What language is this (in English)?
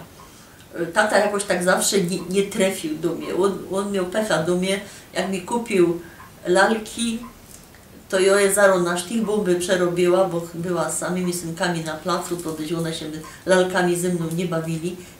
Silesian